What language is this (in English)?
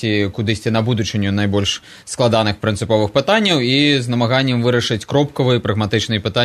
Belarusian